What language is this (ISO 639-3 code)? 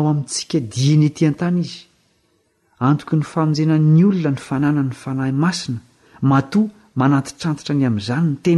mlg